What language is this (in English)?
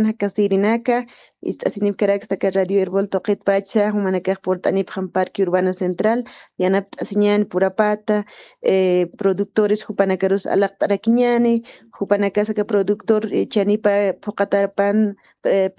Aymara